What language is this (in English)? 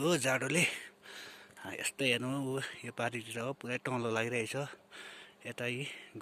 Nepali